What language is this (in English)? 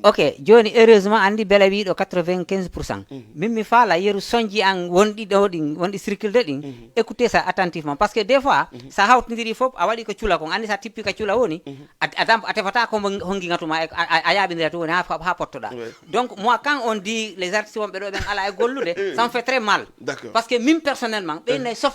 Fula